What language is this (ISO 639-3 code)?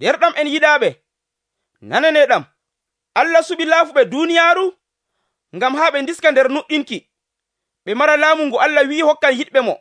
fuv